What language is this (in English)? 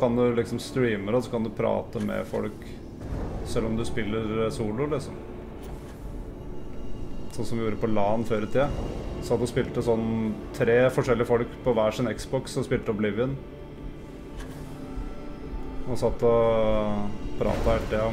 Norwegian